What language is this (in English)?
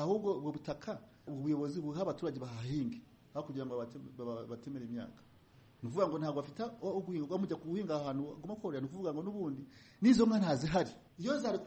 Kinyarwanda